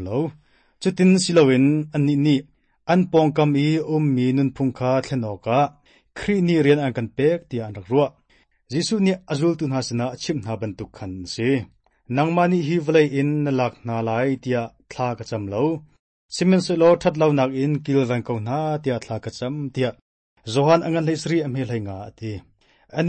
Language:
Hakha Chin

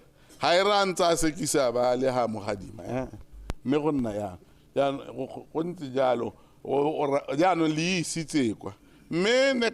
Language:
Tswana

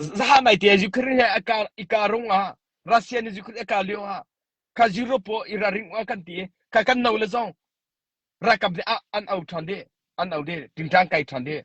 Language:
Hakha Chin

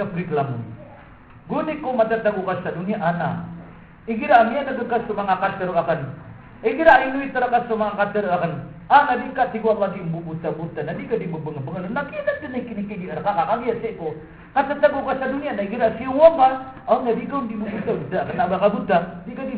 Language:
Maranao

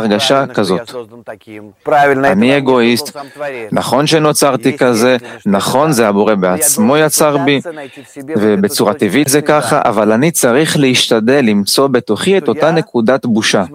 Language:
Hebrew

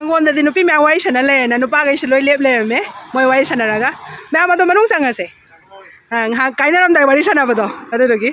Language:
Manipuri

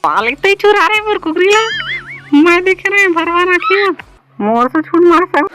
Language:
Chhattisgarhi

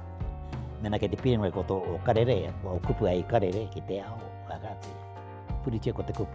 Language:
Māori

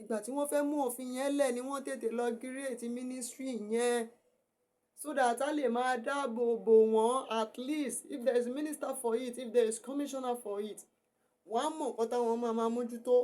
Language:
Yoruba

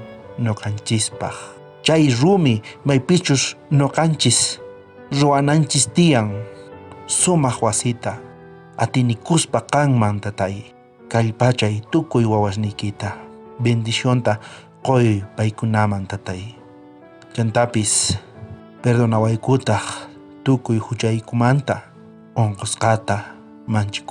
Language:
South Bolivian Quechua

